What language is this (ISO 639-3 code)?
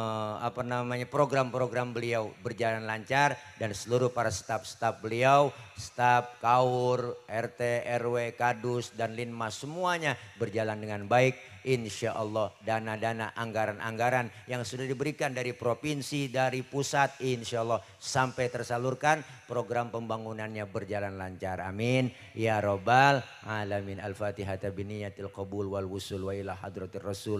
bew